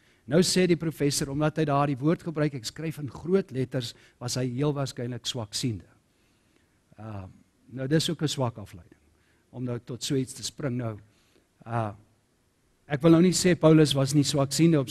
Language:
Afrikaans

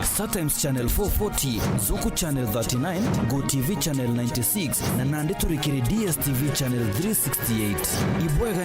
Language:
Meru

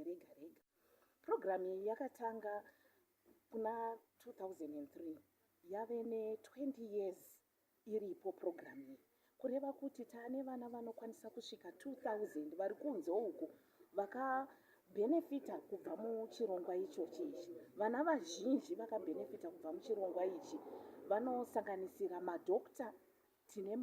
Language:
Shona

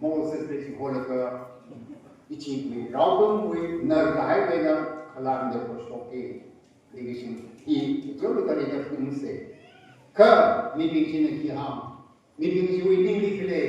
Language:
Tangkhul Naga (India)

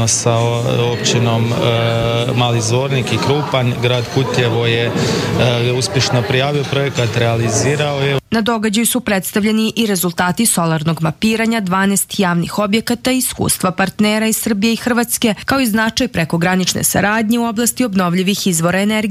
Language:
Serbian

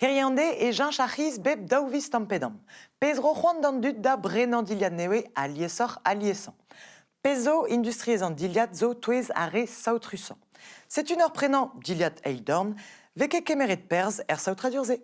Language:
Breton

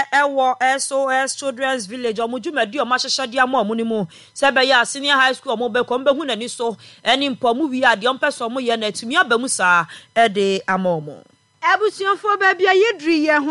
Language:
Akan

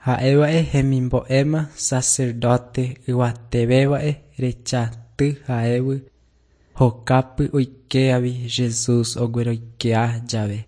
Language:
Guarani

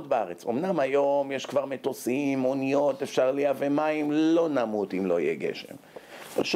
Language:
Hebrew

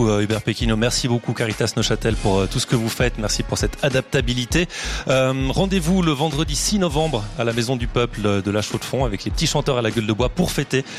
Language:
French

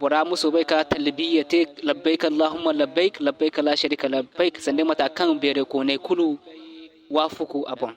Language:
Zarma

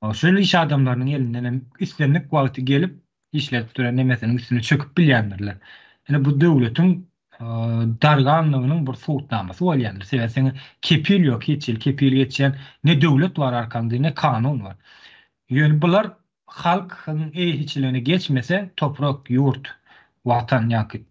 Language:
Turkmen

